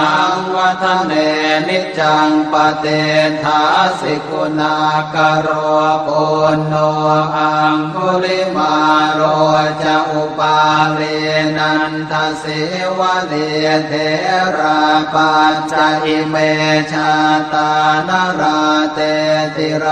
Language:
Pali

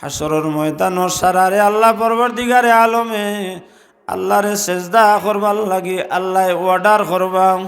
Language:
Sylheti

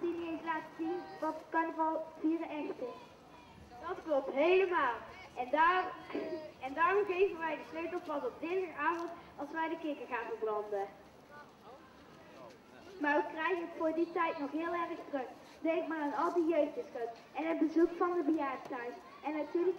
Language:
Dutch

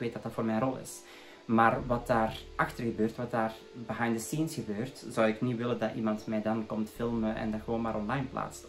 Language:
Dutch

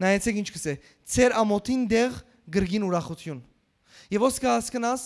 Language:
Western Armenian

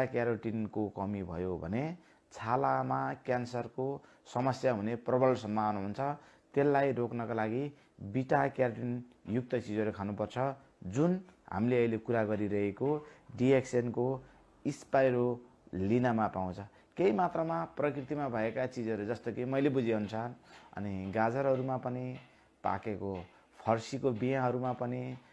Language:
Nepali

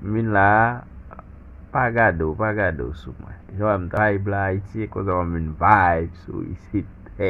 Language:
Haitian Creole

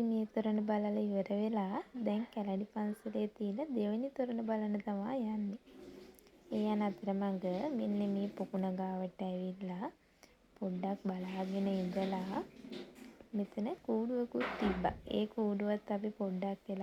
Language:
Sinhala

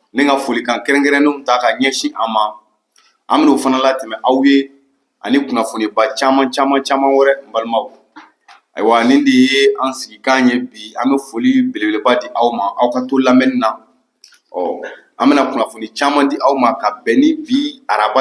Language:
Bambara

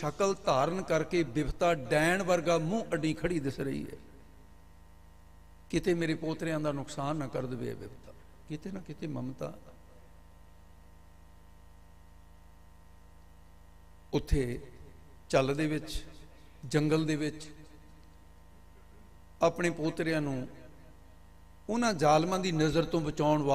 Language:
Punjabi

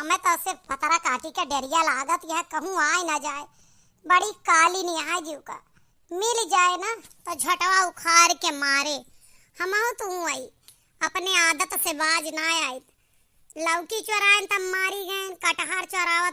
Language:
Awadhi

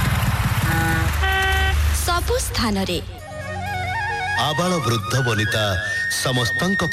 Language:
Hindi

